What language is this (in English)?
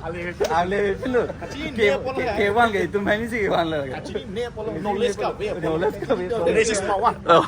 Karbi